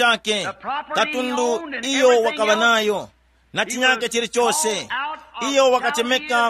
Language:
Tumbuka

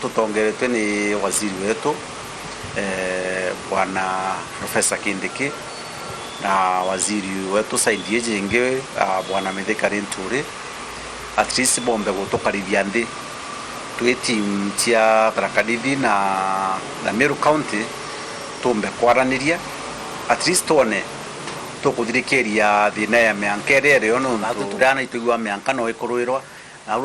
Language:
Meru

